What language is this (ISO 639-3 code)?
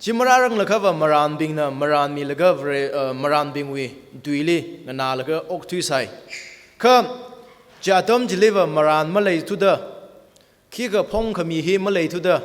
nmf